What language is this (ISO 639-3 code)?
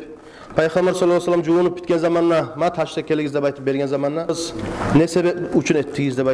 kum